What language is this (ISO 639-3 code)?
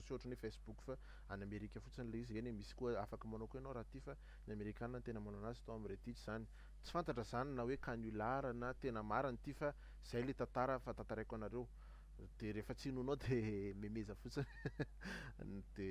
mlg